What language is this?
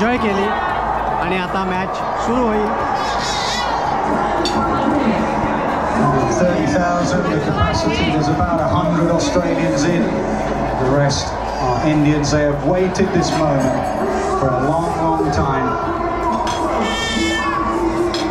Marathi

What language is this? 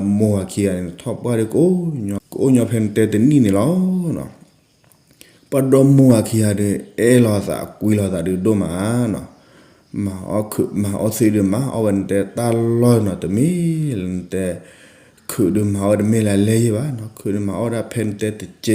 S'gaw Karen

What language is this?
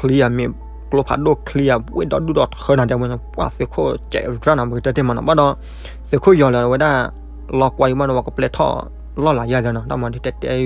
S'gaw Karen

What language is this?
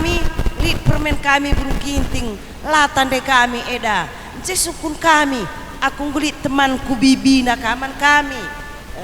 Batak Karo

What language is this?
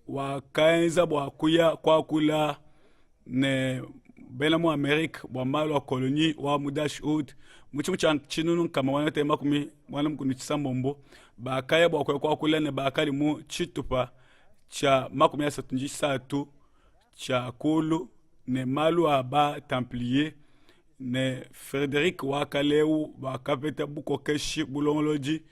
Luba-Lulua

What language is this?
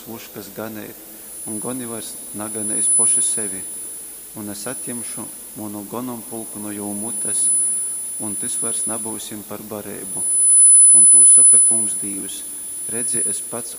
Latgalian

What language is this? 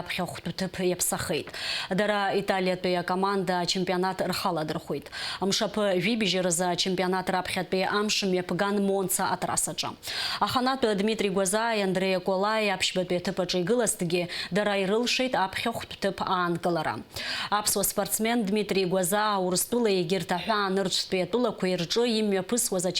Abkhazian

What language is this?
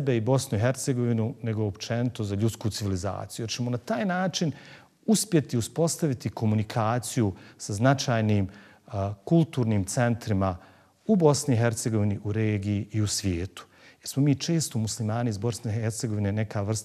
Bosnian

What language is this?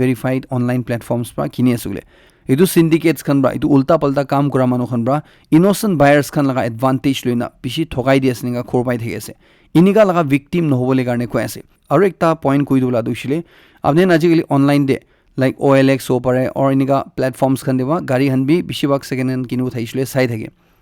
Naga Pidgin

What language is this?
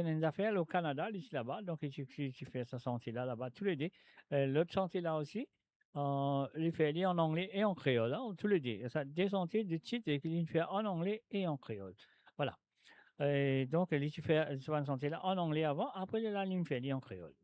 Morisyen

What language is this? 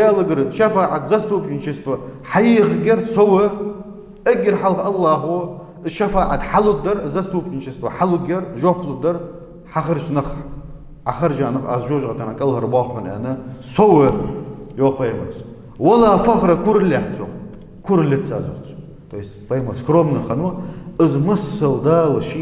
Ingush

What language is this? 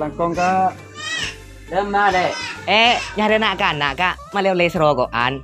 Madurese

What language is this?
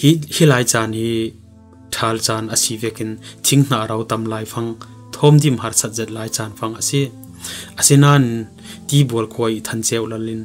Falam Chin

